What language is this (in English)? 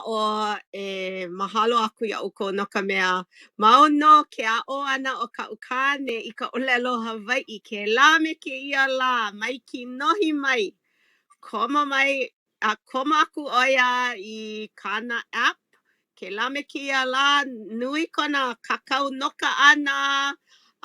Hawaiian